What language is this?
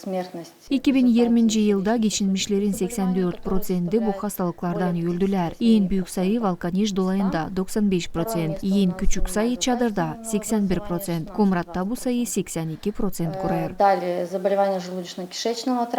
Gagauz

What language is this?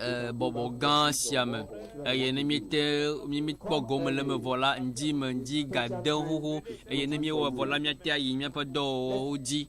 Ewe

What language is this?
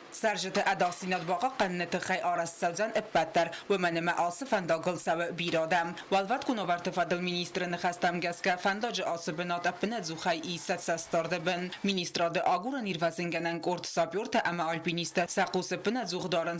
Ossetic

